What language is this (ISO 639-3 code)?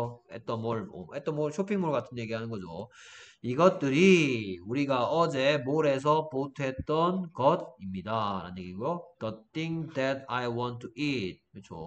kor